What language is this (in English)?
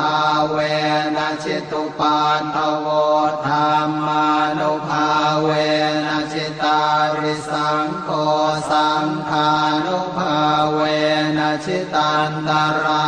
Pali